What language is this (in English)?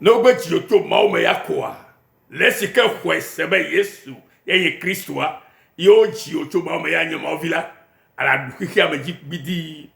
Ewe